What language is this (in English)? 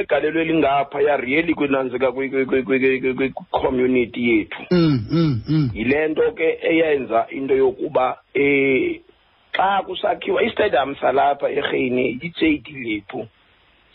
Xhosa